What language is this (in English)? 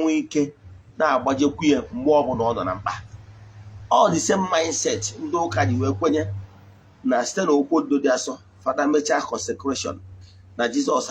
Igbo